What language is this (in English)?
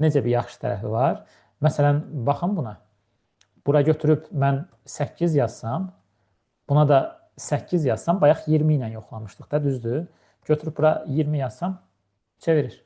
Azerbaijani